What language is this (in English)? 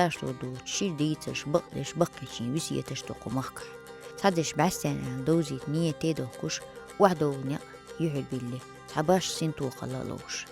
Chechen